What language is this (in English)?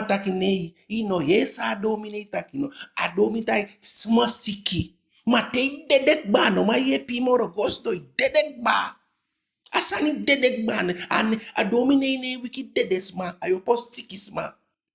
Eastern Maroon Creole